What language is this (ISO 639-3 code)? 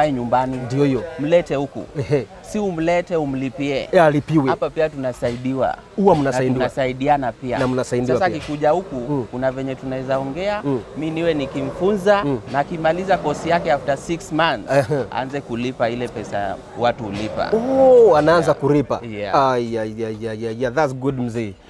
swa